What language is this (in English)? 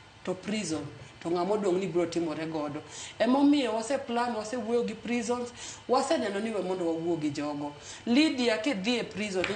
Luo (Kenya and Tanzania)